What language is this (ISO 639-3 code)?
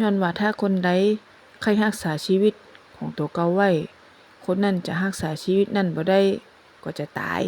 nod